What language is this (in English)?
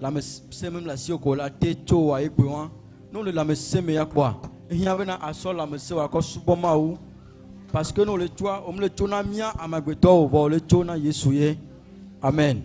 Ewe